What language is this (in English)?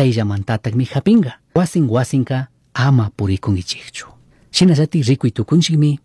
Chimborazo Highland Quichua